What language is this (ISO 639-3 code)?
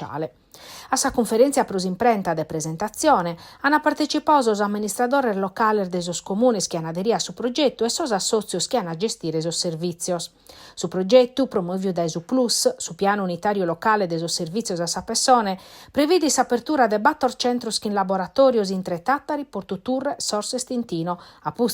srd